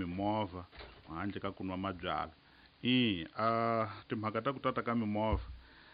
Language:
Tsonga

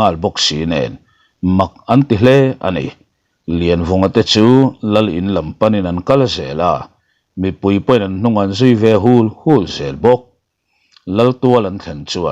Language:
Mizo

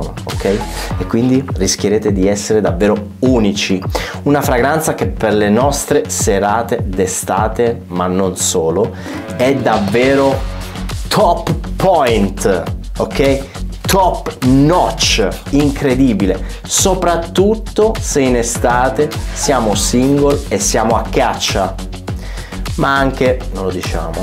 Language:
Italian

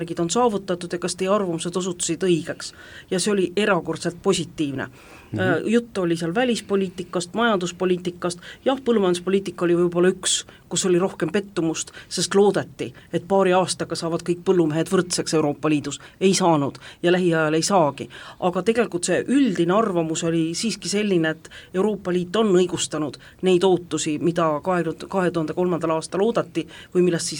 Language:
Estonian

